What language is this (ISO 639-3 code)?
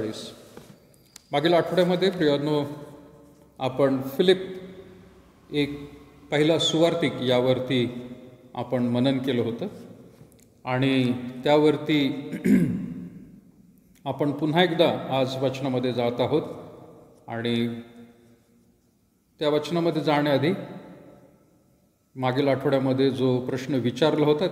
mar